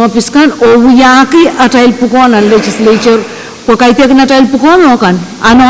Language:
Pohnpeian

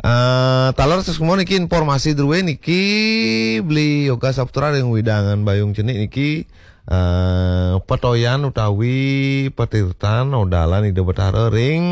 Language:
Balinese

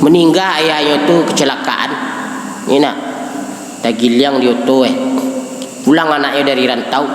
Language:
Minangkabau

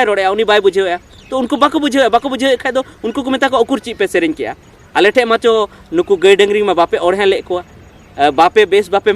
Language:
Santali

